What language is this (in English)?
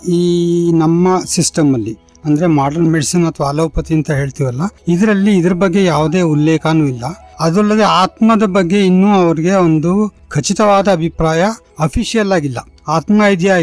Kannada